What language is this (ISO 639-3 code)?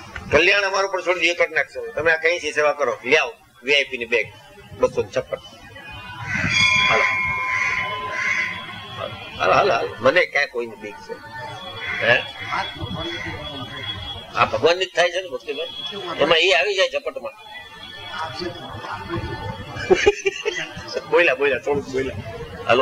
guj